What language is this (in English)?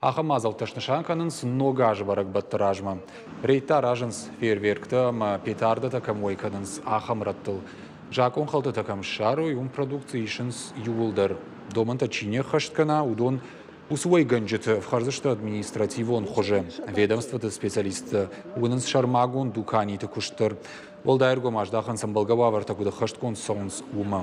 Ossetic